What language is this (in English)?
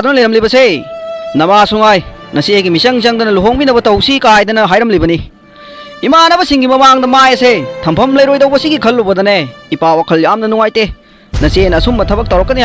Manipuri